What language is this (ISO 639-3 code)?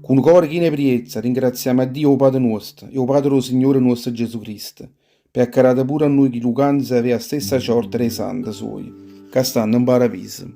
nap